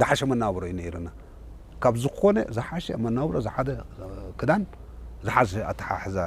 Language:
Tigrinya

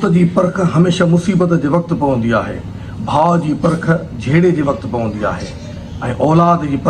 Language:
Sindhi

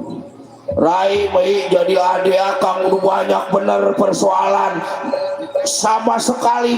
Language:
Betawi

